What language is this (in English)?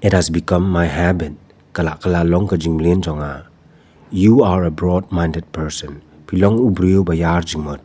Khasi